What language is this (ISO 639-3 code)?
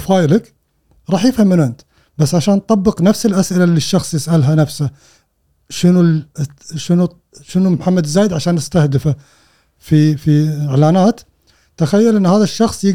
afb